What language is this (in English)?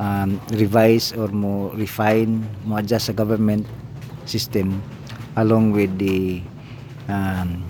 Cebuano